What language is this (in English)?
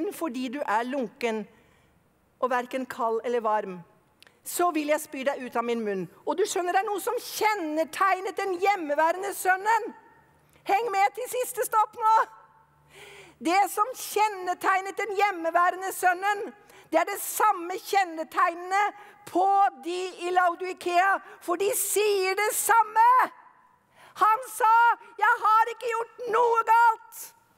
Norwegian